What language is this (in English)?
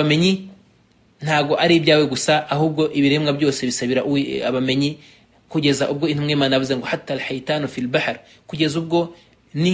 Kinyarwanda